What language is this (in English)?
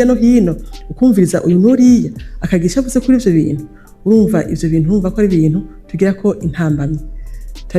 Rundi